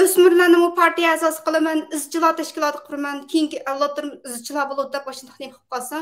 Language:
Uyghur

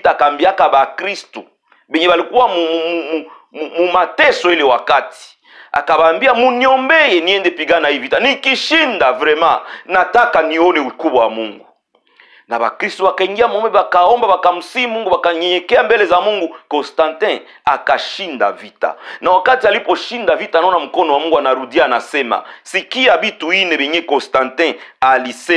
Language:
Swahili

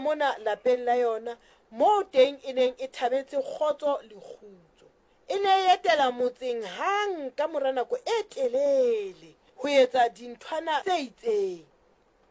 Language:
Southern Sotho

